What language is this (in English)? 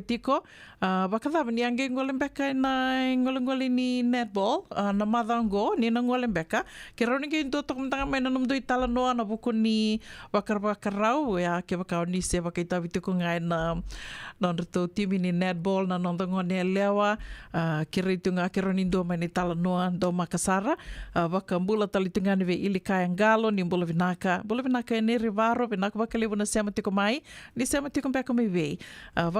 Fijian